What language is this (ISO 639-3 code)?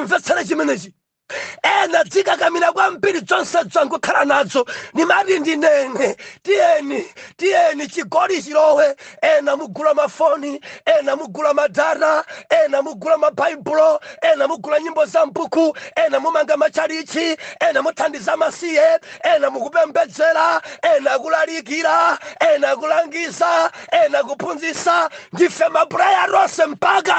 nya